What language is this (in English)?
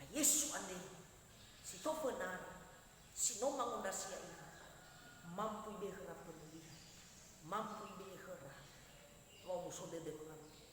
Nias